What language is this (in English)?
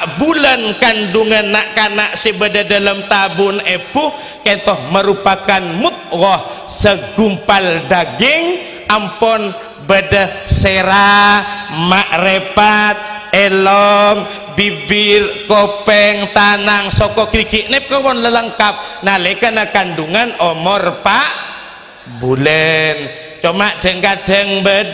Madurese